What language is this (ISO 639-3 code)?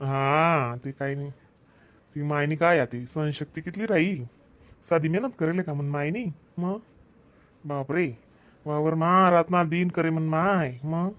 khn